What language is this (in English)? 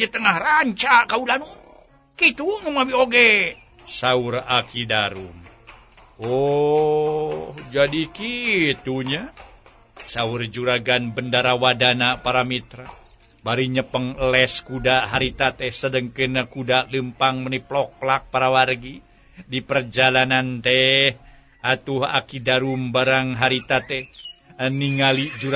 Sundanese